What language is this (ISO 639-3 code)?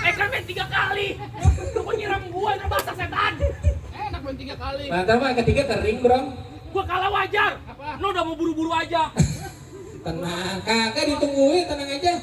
bew